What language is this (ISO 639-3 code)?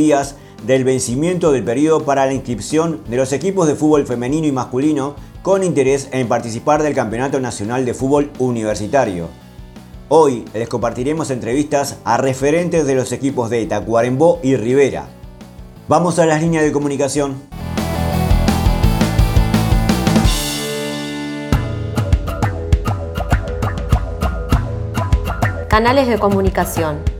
spa